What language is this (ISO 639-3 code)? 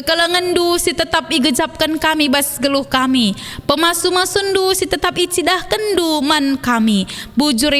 btx